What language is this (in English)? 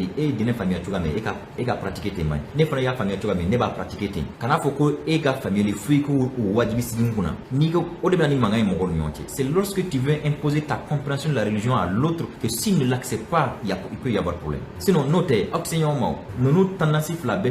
Bambara